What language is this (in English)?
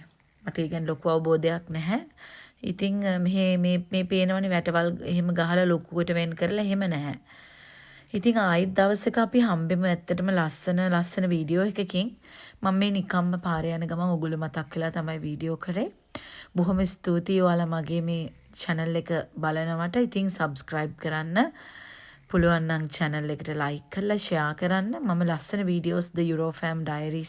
Sinhala